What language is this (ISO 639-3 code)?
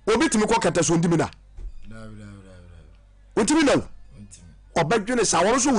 aka